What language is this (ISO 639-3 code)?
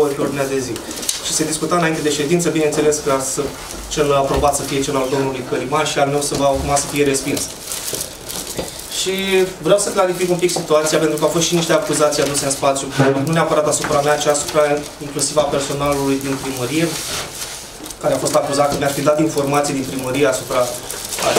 ron